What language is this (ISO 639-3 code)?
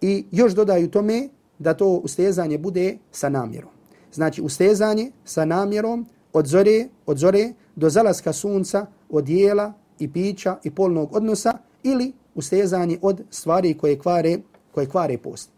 bos